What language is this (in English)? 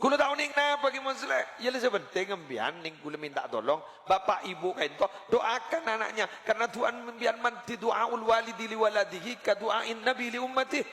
Madurese